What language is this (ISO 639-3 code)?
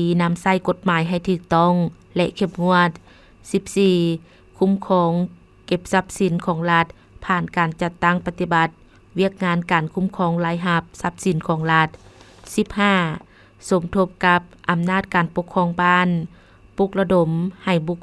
lao